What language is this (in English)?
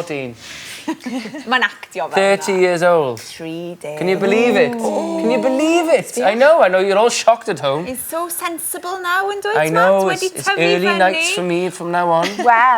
Welsh